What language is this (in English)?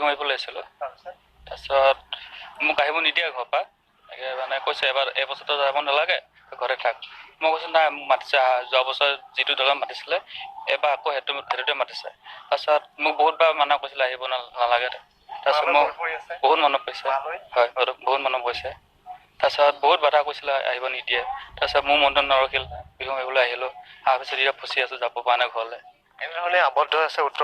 Assamese